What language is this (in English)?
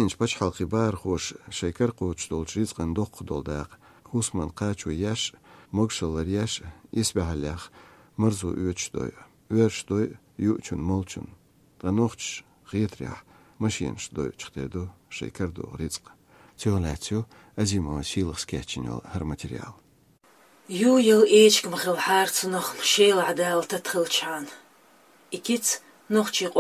Chechen